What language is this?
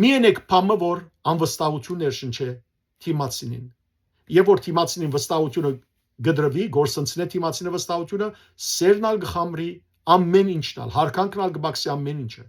Western Armenian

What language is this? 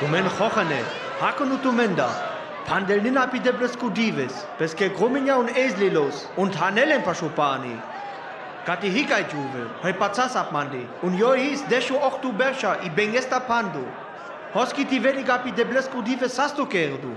Sinte Romani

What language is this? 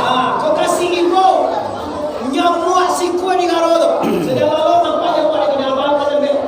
Minangkabau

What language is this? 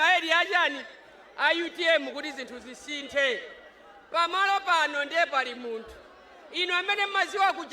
Nyanja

